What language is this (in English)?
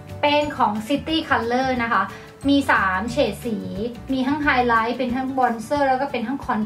Thai